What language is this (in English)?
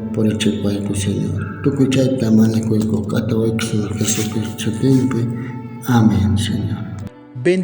South Bolivian Quechua